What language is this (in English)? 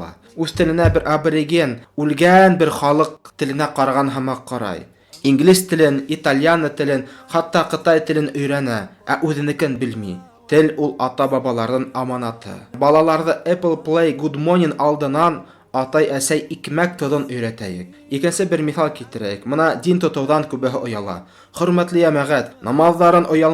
Bashkir